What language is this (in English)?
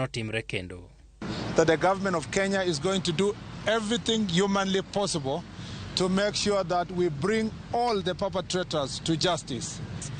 Luo (Kenya and Tanzania)